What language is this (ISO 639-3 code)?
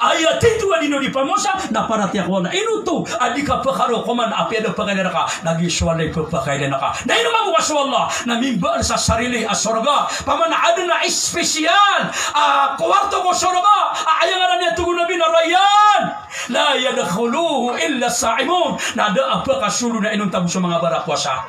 mrw